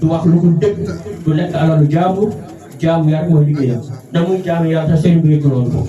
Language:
Wolof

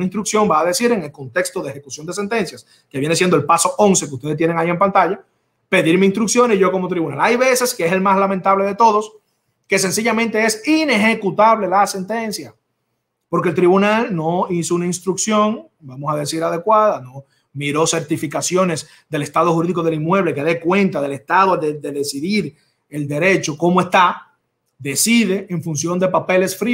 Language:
Spanish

